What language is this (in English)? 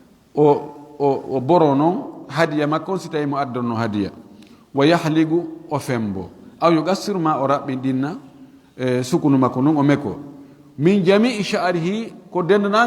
Fula